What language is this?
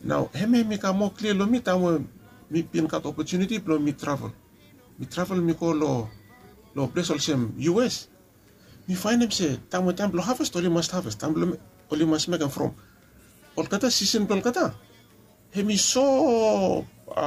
Bislama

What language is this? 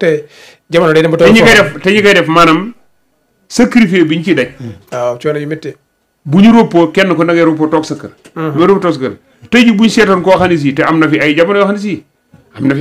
Wolof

